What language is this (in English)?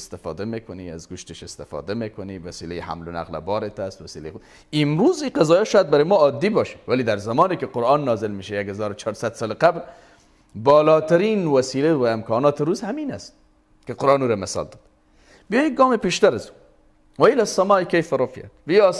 Persian